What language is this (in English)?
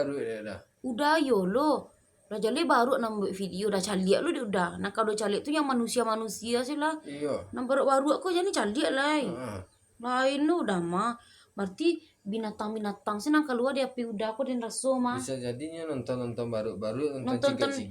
Minangkabau